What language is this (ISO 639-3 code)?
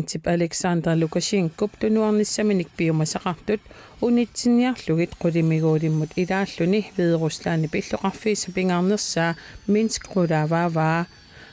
kal